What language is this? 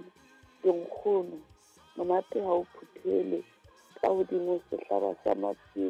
Southern Sotho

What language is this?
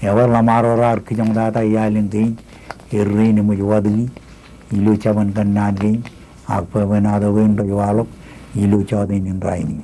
Marshallese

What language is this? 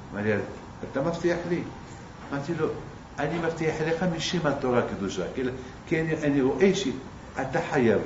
Hebrew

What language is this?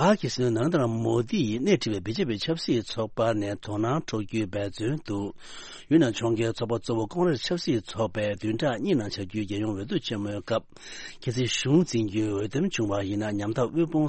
Tibetan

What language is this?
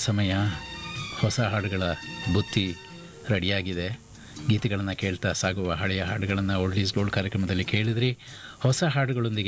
Kannada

